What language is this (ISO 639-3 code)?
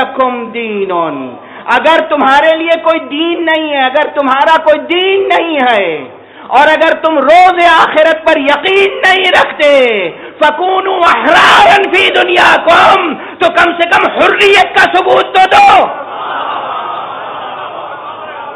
urd